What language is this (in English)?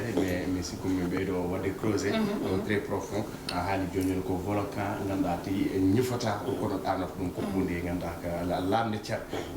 Fula